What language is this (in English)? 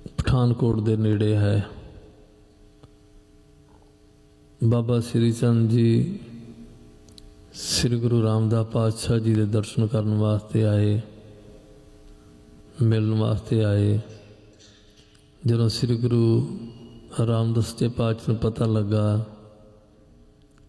Punjabi